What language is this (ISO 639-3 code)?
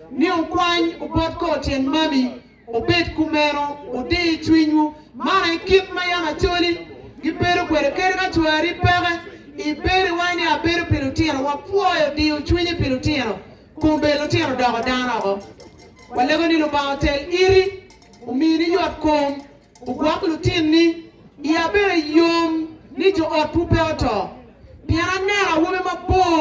ach